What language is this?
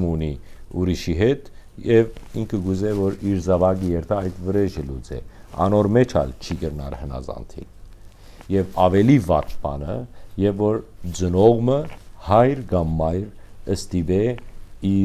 Western Armenian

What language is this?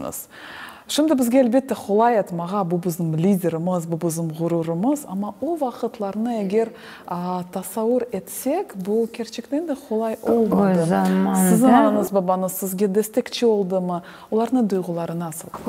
Crimean Tatar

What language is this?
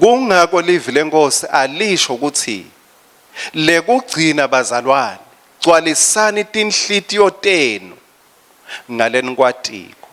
Swati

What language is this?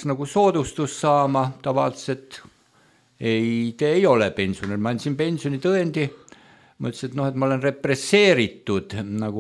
Estonian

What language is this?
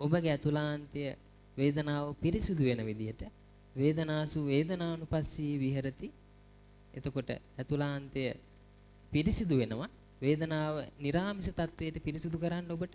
Sinhala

